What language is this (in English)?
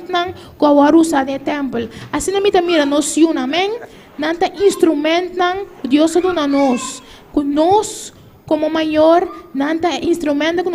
Papiamento